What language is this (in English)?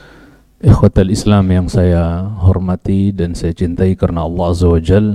Indonesian